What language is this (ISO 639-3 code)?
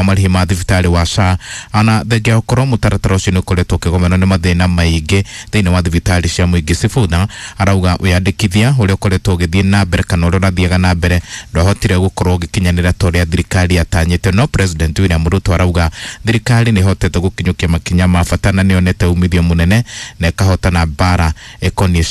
kik